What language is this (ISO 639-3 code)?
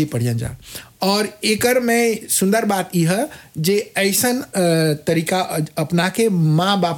bho